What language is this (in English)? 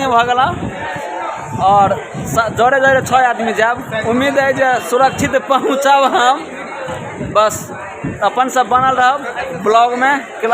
Maithili